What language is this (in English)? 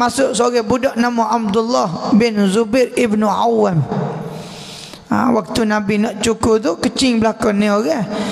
Malay